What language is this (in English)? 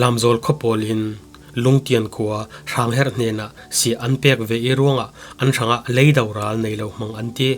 Falam Chin